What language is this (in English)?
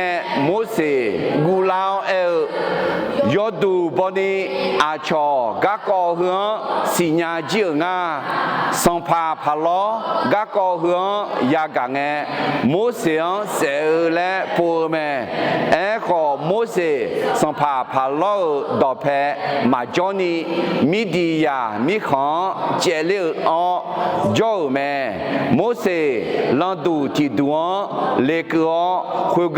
Akha